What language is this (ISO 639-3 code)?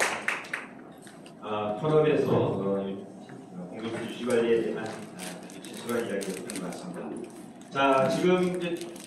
kor